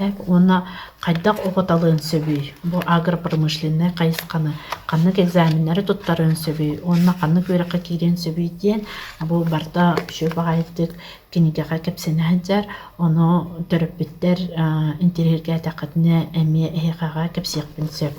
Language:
Yakut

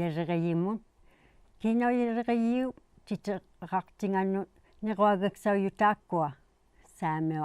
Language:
Inuktitut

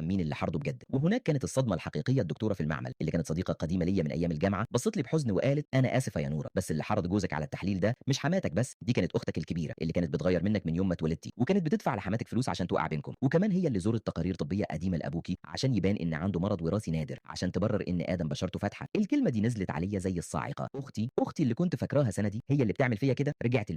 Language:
Egyptian Arabic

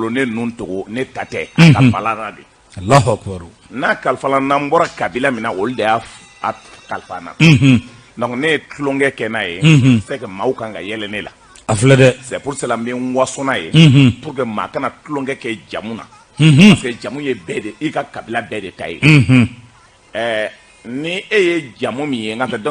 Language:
Bambara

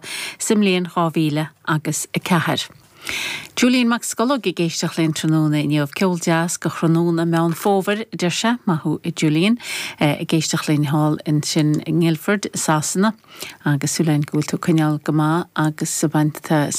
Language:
Irish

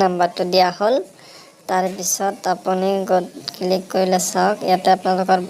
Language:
Assamese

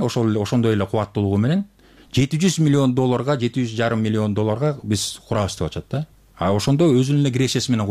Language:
Kyrgyz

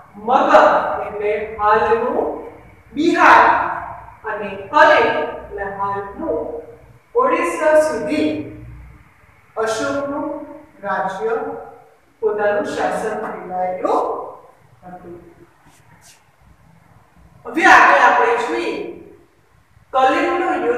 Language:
Gujarati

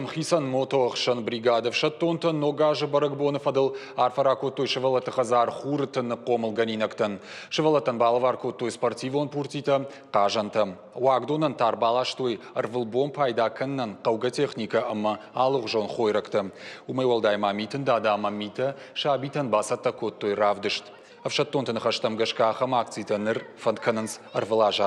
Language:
Ossetic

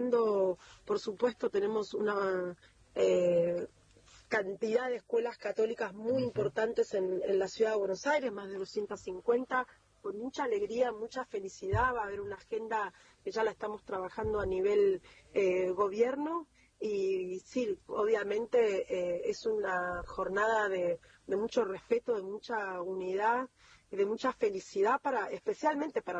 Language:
Spanish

